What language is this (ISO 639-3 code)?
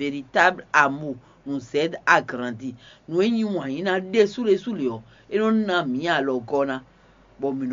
fon